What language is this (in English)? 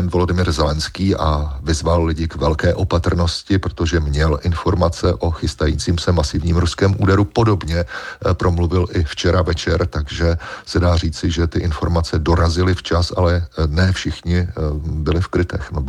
Czech